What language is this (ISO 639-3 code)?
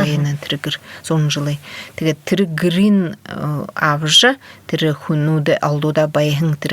bua